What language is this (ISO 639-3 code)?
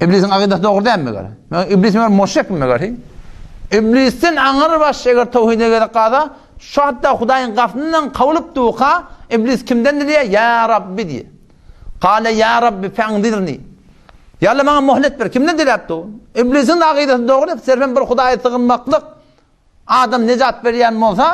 tuk